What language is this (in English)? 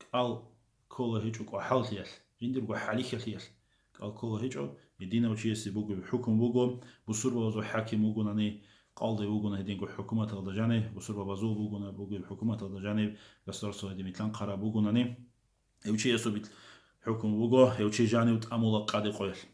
Avaric